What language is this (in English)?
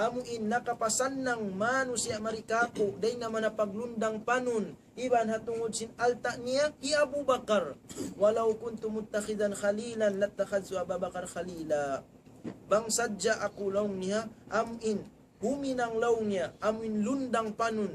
Tausug